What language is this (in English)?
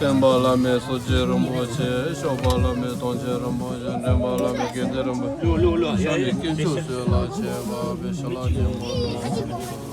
Tibetan